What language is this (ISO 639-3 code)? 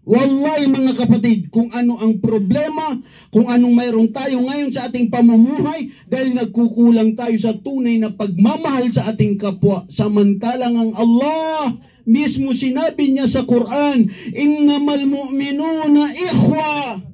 mrw